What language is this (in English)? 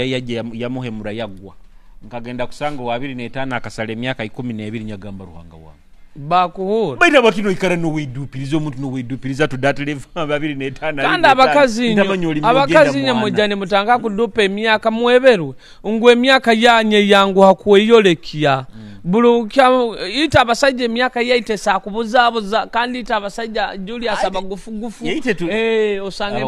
Nyoro